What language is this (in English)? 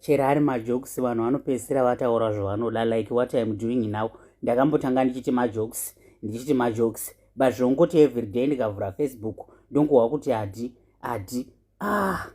Shona